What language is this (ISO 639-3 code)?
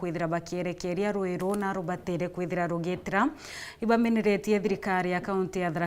mer